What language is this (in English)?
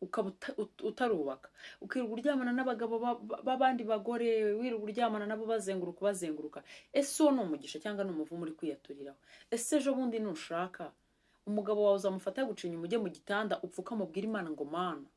Kinyarwanda